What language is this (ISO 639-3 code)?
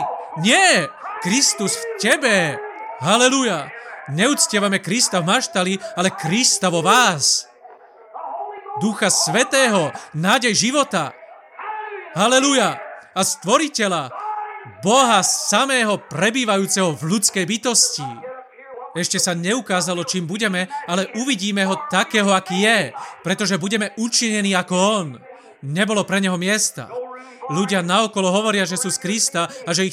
slk